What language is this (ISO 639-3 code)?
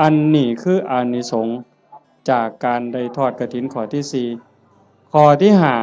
tts